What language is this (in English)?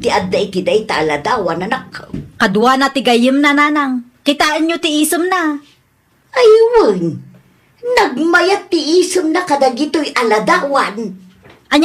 Iloko